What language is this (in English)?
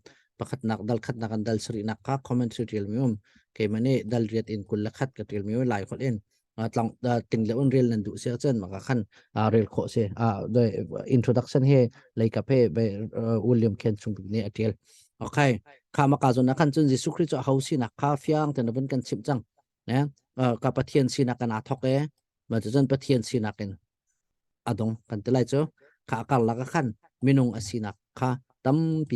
Hakha Chin